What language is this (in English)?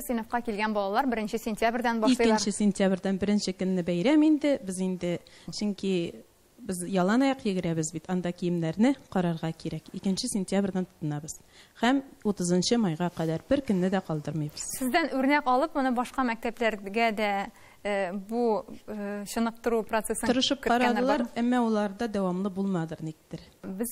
Tatar